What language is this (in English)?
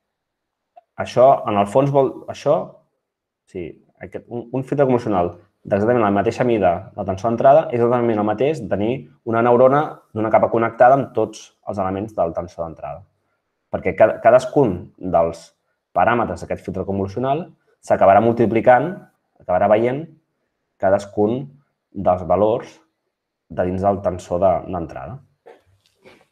Catalan